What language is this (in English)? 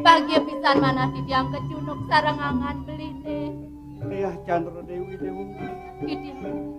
Balinese